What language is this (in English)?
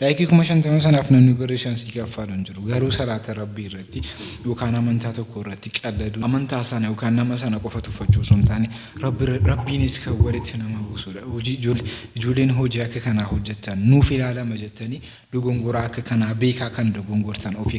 Oromo